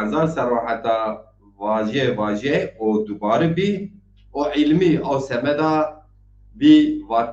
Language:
Zaza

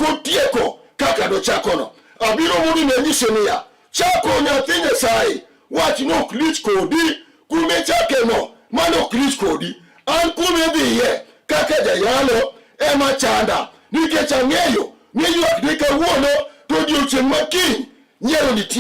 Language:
Luo (Kenya and Tanzania)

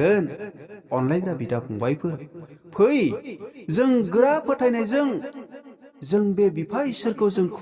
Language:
Bodo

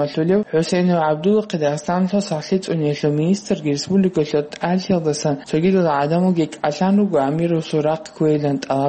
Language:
Avaric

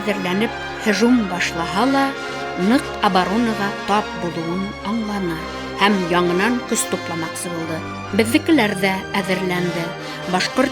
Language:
Bashkir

